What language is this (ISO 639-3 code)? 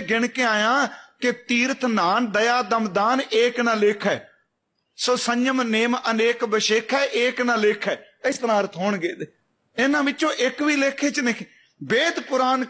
pan